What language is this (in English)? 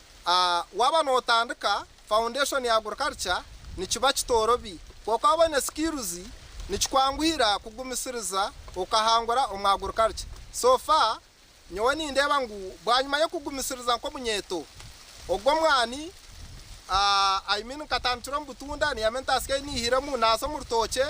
Nyankole